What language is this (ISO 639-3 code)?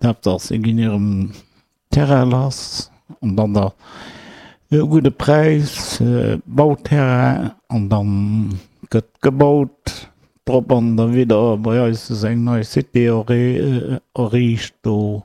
ltz